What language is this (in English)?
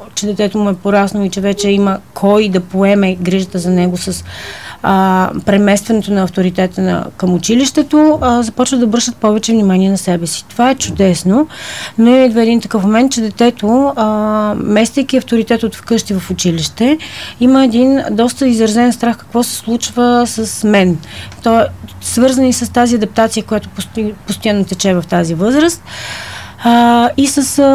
Bulgarian